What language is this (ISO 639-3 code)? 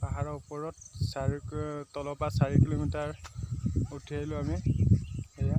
asm